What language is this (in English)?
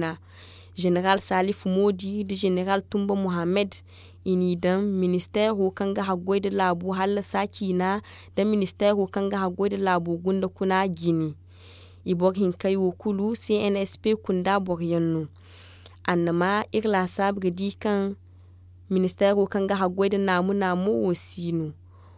Zarma